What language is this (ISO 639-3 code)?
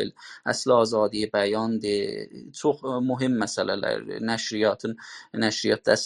azb